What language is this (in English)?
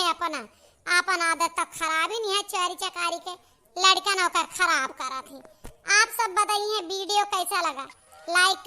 Awadhi